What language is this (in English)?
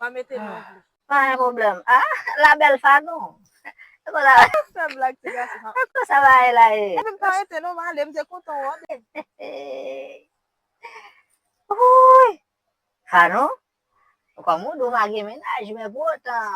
Haitian Creole